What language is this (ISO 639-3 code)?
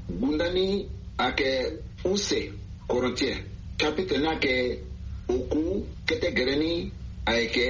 sag